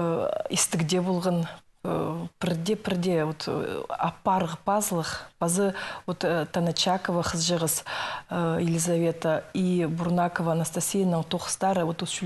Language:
Khakas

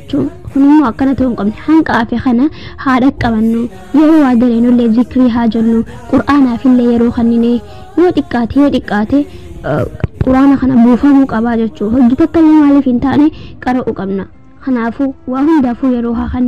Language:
Oromo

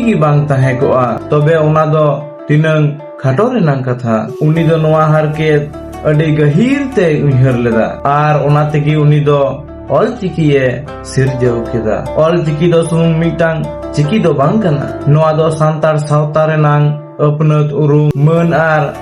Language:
Santali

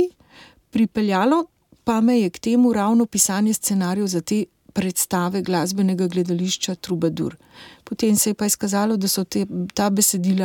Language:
Slovenian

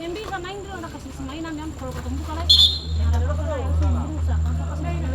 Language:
Ambonese Malay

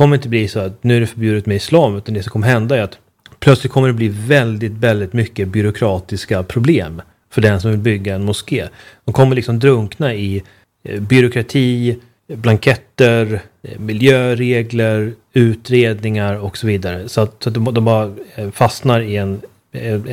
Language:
Swedish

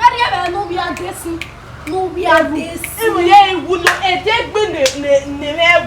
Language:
Bini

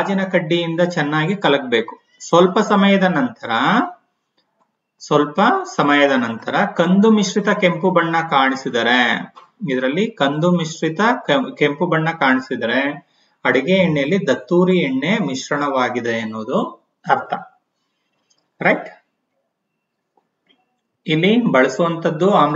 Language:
Kannada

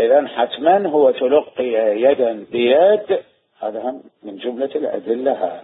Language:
Mesopotamian Arabic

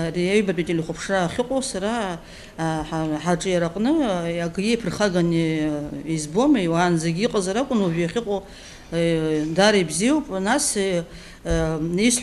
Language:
Abkhazian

